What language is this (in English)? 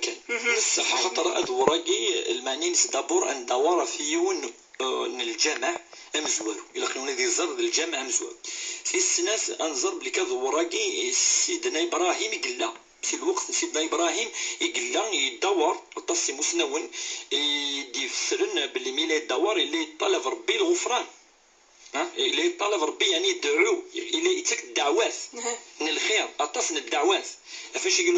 Kabyle